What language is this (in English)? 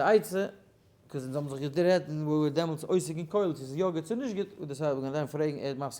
Yiddish